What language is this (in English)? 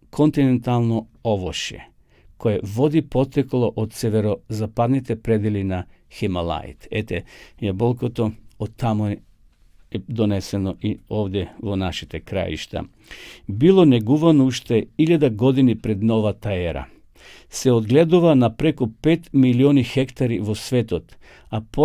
Macedonian